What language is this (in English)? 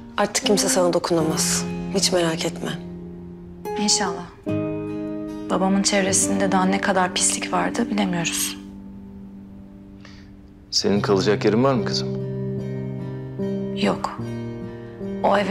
Turkish